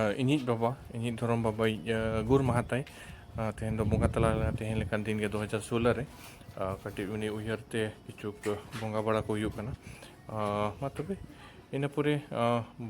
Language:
Santali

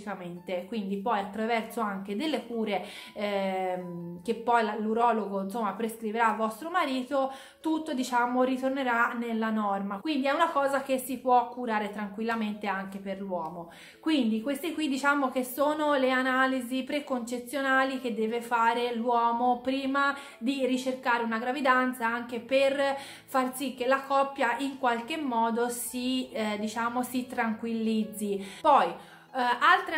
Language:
Italian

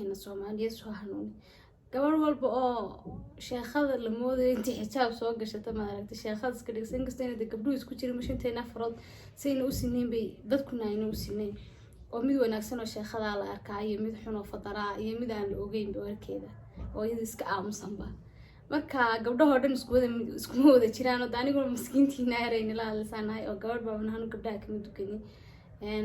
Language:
Somali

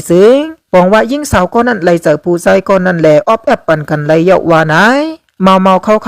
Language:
Shan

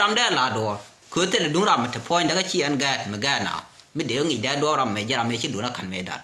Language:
Nuer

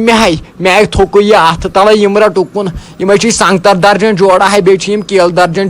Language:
Kashmiri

